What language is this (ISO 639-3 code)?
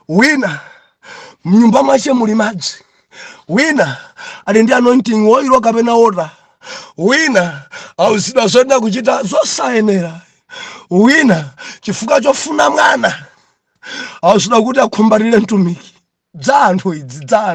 nya